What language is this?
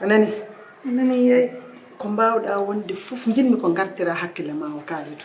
Fula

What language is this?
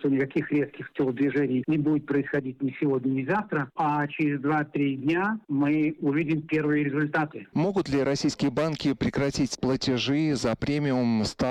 Russian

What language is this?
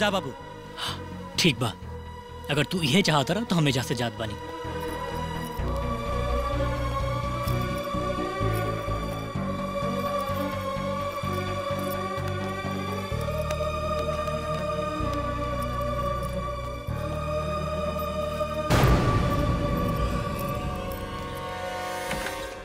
Bhojpuri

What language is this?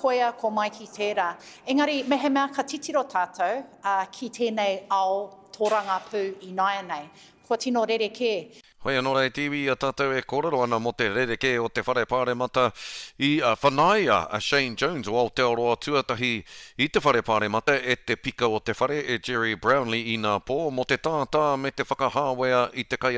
Māori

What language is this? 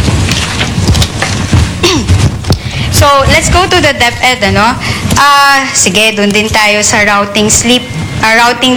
Filipino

